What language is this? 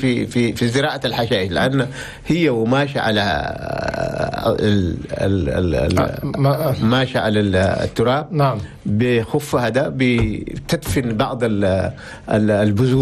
Chadian Arabic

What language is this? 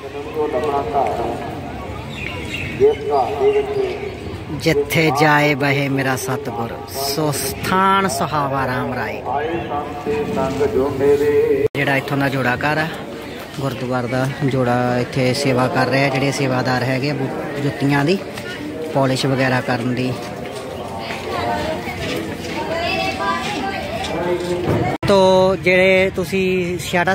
Punjabi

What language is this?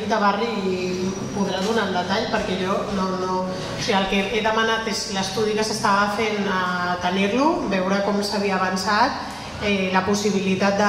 Catalan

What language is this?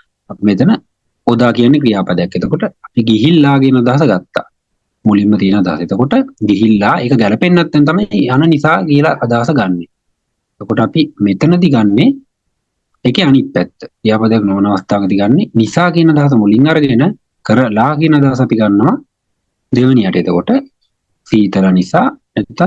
Sinhala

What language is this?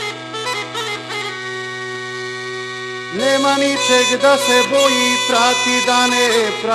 Serbian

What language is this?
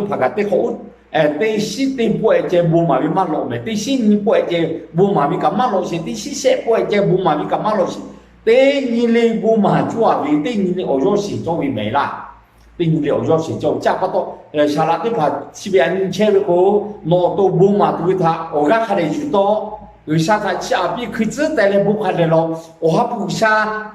Lahu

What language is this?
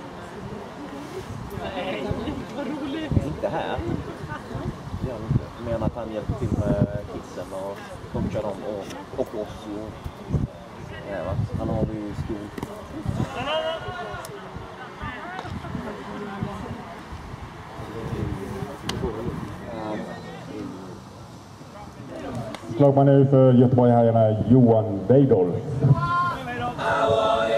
Swedish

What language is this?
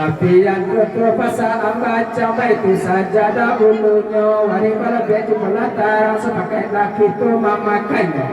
Minangkabau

